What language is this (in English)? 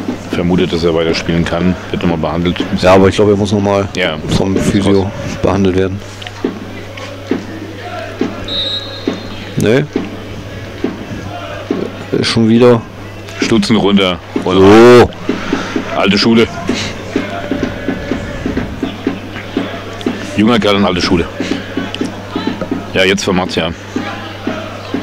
German